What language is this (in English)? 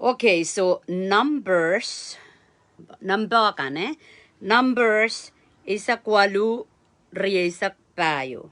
Pohnpeian